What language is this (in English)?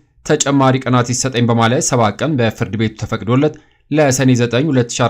Amharic